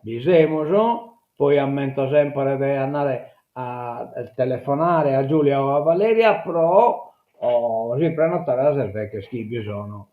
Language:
Sardinian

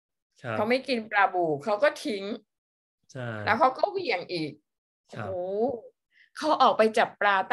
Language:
Thai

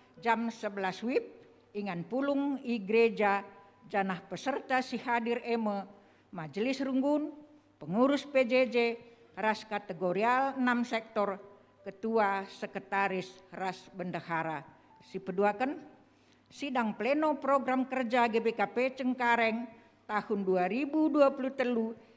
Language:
Batak Karo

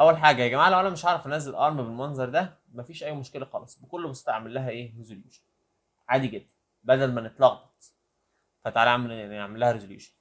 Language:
Egyptian Arabic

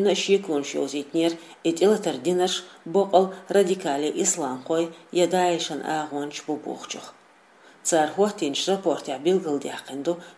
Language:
Chechen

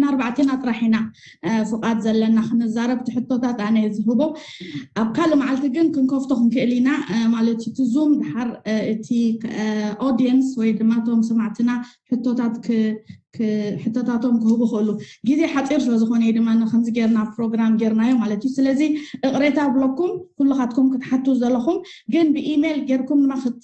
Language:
Tigrinya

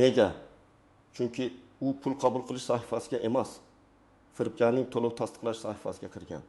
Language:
Uzbek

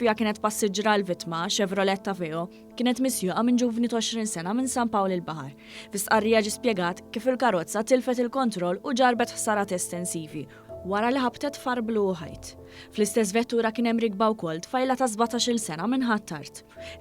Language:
Maltese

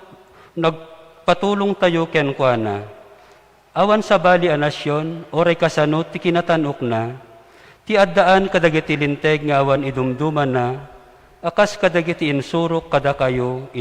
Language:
Iloko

